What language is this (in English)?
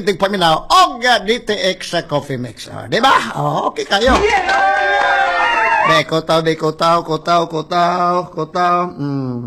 Cebuano